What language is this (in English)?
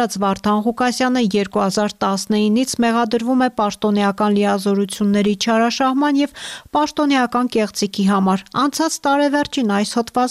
Armenian